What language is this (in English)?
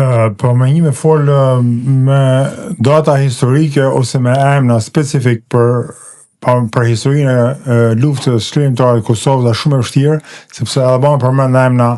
Albanian